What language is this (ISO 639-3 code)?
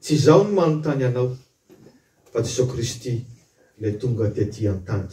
mlg